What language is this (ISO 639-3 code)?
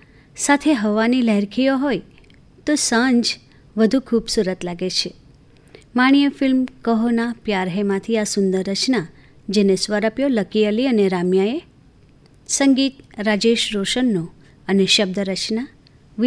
guj